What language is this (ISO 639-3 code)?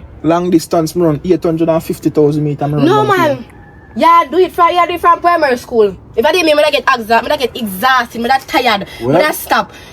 jam